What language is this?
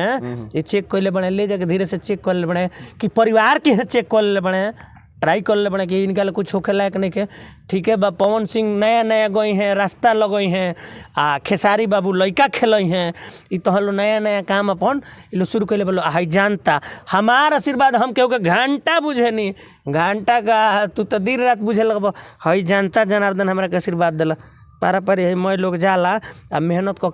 Bhojpuri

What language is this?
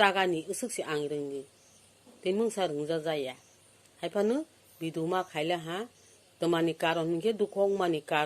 Kok Borok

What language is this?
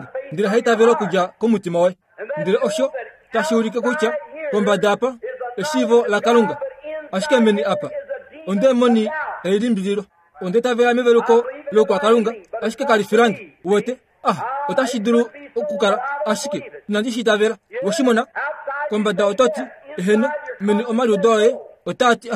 Kuanyama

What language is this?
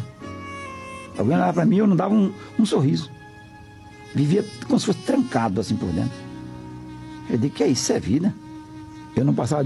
Portuguese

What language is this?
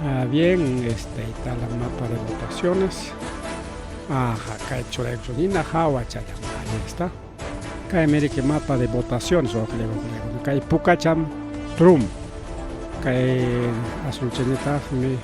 Ayacucho Quechua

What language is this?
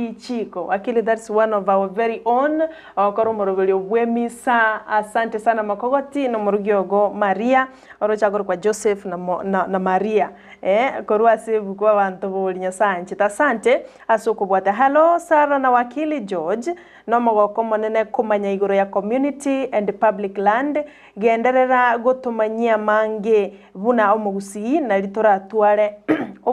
Gusii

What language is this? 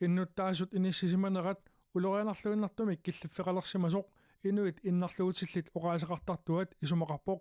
Kalaallisut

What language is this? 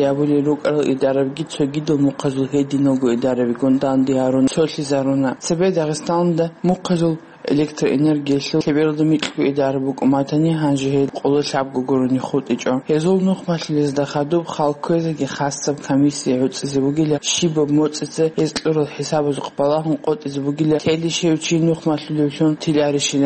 Avaric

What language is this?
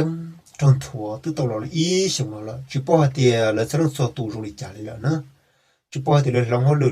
Hmong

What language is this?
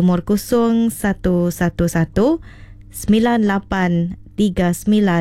Iban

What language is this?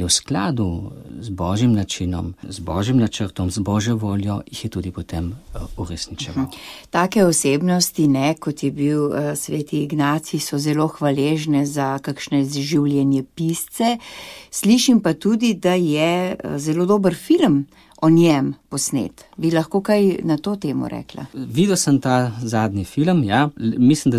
Slovenian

